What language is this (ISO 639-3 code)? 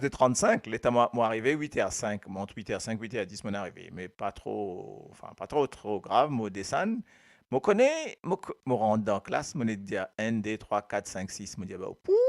mfe